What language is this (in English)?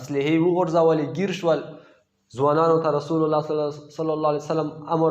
Pashto